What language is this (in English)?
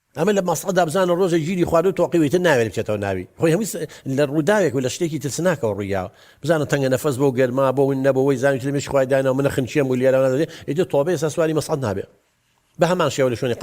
Central Kurdish